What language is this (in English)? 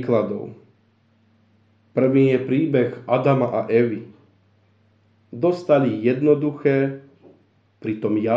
Slovak